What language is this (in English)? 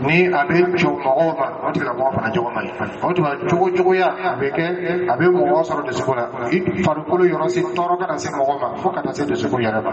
Dyula